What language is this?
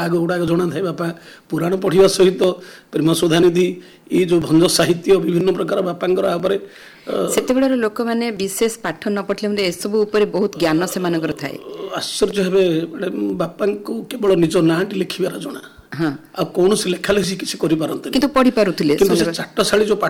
Odia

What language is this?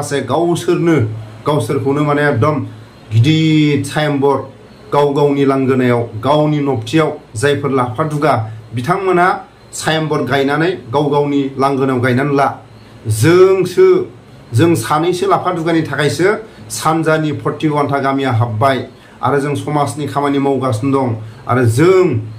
Bodo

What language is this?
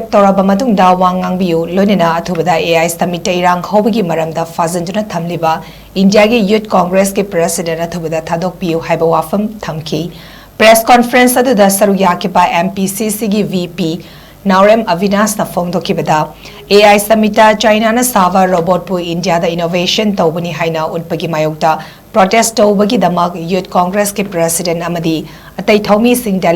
Manipuri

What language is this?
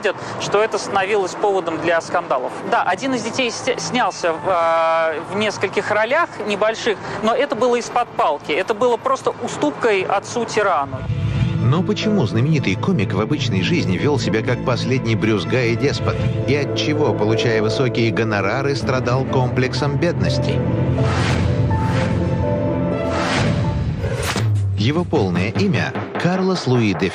Russian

